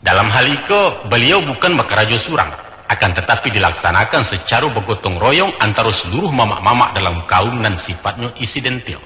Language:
Minangkabau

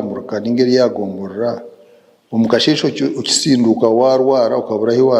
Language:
Nyankole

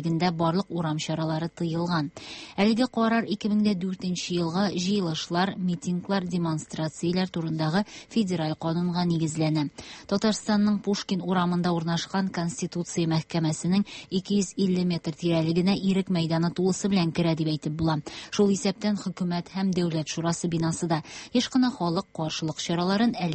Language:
Tatar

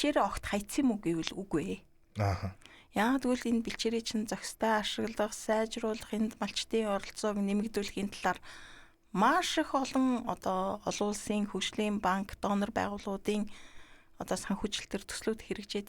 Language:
Mongolian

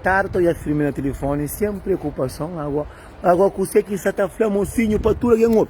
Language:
Kabuverdianu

